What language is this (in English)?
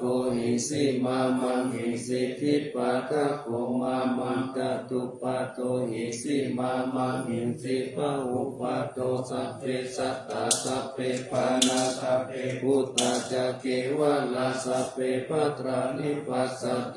Pali